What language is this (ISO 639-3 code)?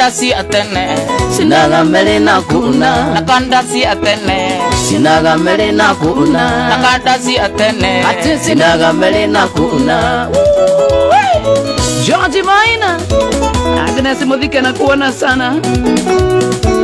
kik